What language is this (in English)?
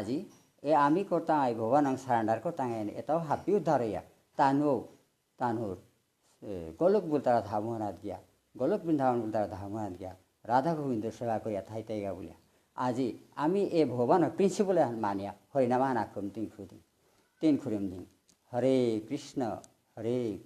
Bishnupriya